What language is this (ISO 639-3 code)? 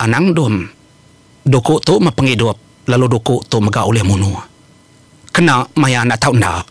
iba